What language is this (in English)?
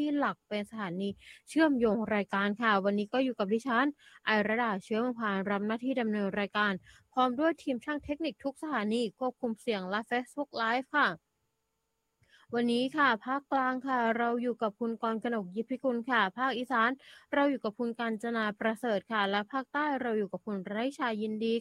Thai